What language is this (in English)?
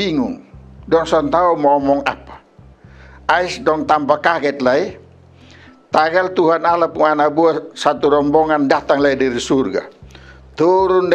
Kupang Malay